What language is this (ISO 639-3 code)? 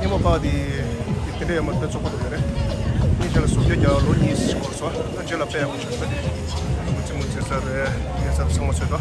bod